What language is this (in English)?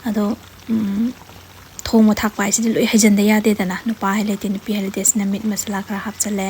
Manipuri